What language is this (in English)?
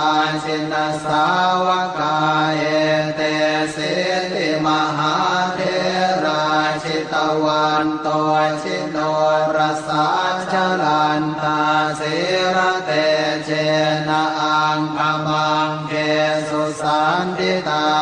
Pali